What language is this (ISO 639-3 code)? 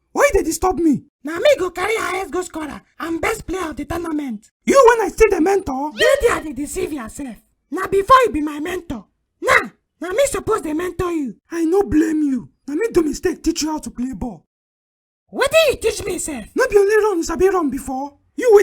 pcm